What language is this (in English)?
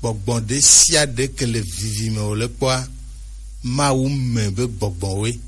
Gen